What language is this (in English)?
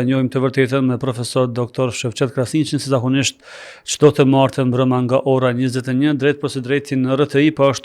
Albanian